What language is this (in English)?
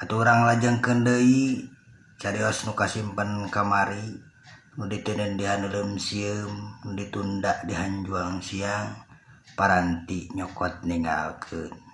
Sundanese